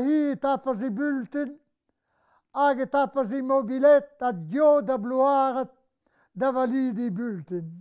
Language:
Breton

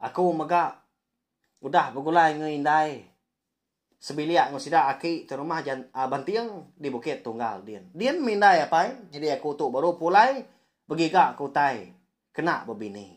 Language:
Iban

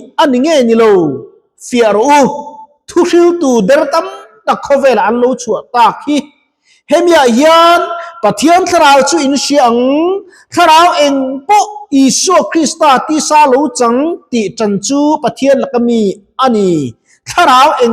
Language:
Mizo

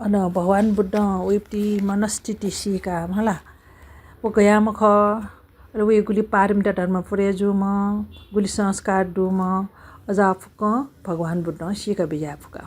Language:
Newari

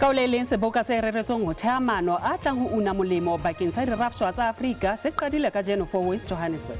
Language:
Southern Sotho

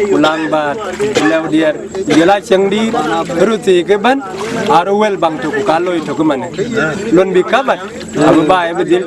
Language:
Dinka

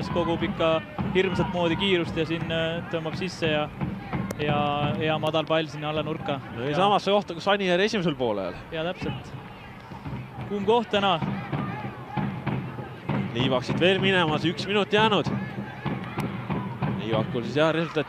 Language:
Estonian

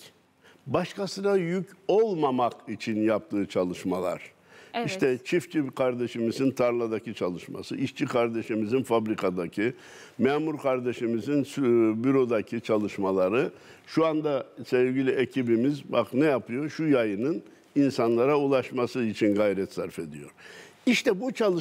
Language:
Turkish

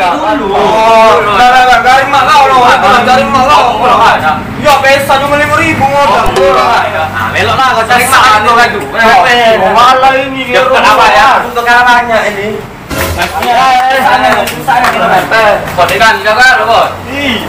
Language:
Musi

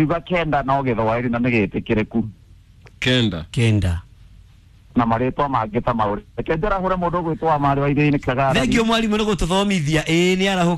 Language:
Kikuyu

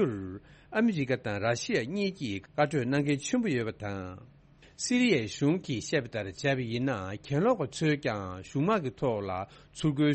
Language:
Tibetan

